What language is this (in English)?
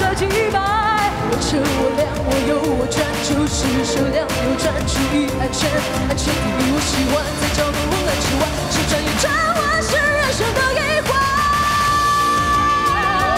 Chinese